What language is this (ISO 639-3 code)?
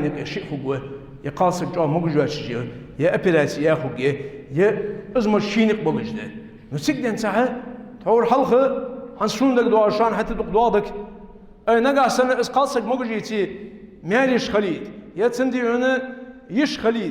inh